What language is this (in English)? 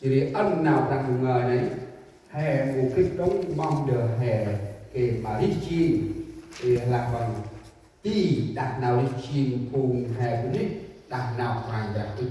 Central Mnong